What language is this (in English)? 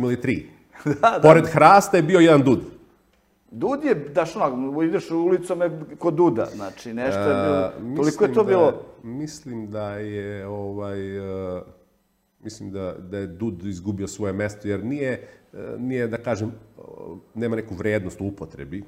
Serbian